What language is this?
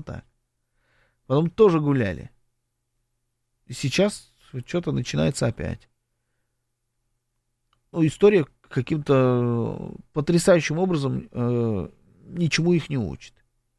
Russian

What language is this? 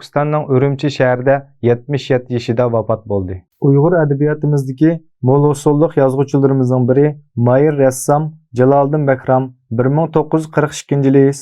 Uyghur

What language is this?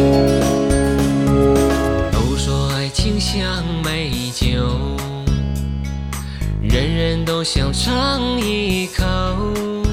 Chinese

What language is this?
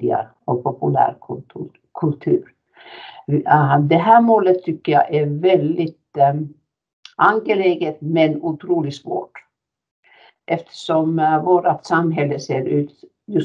Swedish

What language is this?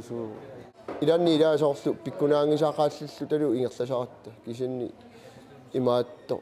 Kalaallisut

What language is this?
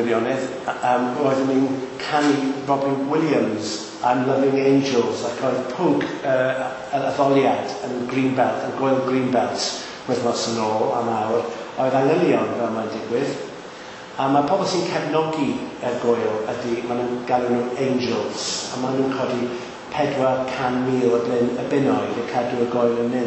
Welsh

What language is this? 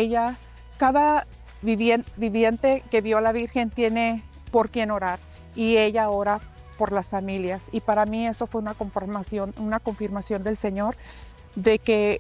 Spanish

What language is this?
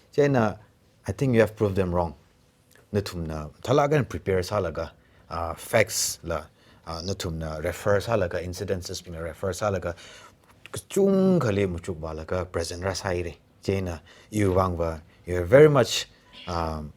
Tangkhul Naga (India)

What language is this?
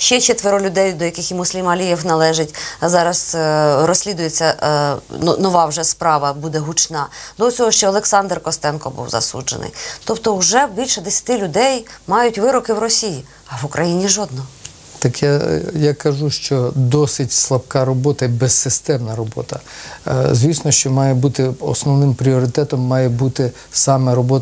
Ukrainian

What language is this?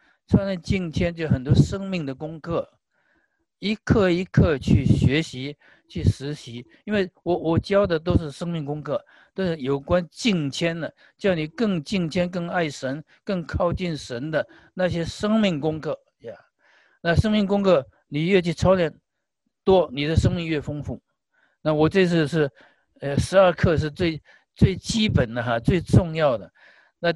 Chinese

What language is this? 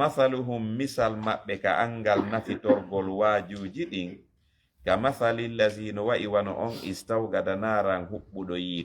Fula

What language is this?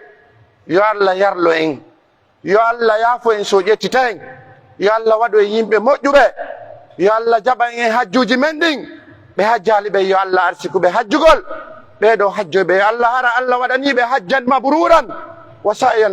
Pular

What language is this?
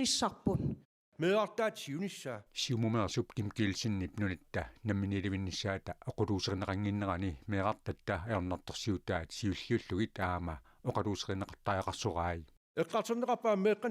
Kalaallisut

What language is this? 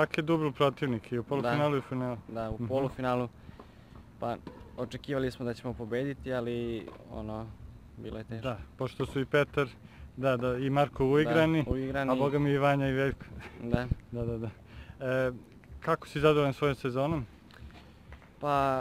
Serbian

